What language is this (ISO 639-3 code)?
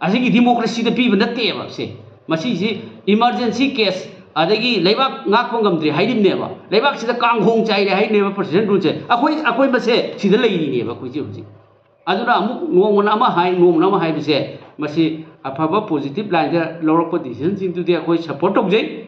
mni